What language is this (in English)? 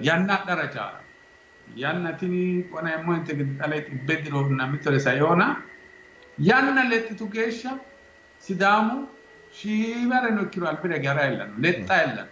Sidamo